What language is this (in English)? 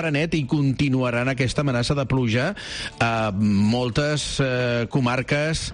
Catalan